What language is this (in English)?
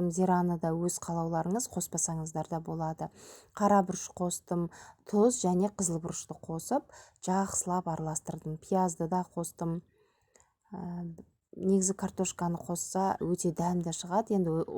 Kazakh